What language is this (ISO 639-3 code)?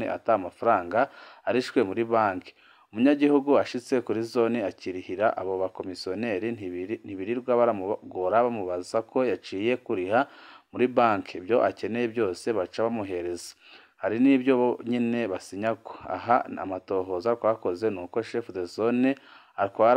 run